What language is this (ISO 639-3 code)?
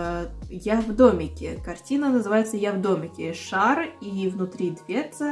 rus